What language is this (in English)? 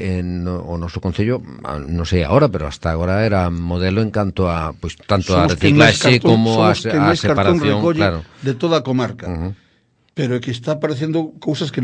Galician